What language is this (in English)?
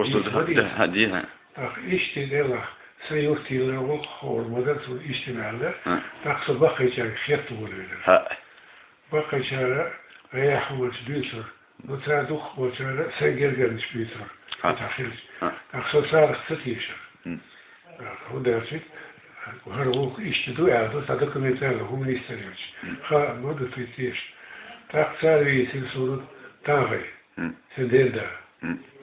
Chechen